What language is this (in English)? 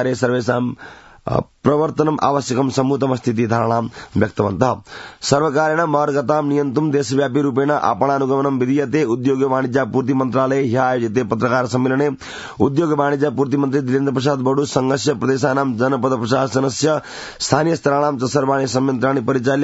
Sanskrit